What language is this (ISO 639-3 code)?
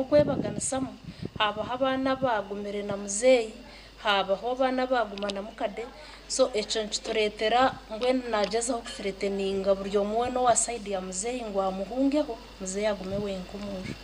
nyn